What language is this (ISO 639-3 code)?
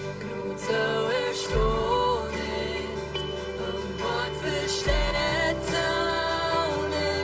pdt